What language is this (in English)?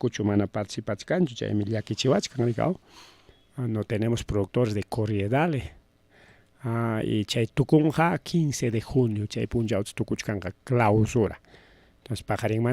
Ayacucho Quechua